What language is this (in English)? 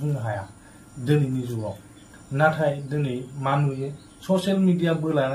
Bodo